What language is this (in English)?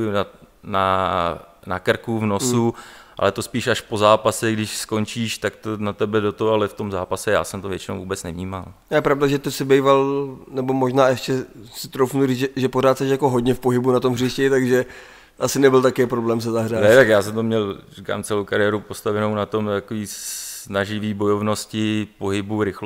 Czech